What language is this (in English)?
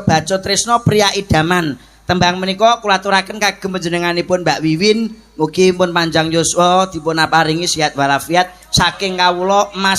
Javanese